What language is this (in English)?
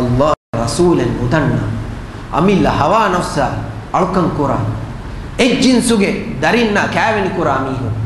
Divehi